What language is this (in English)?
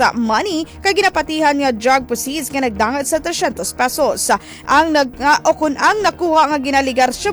Hiligaynon